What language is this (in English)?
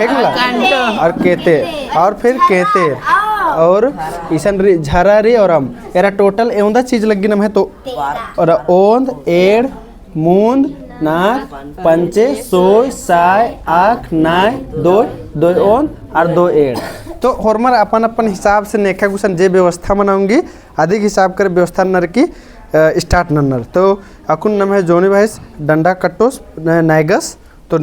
Kurukh